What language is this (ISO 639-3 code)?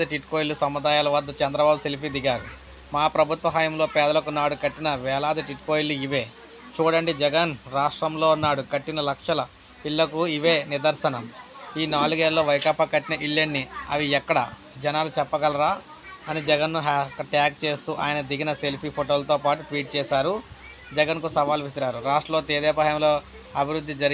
tel